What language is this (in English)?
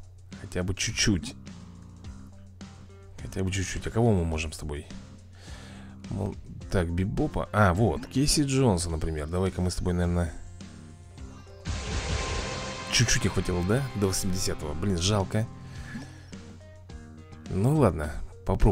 Russian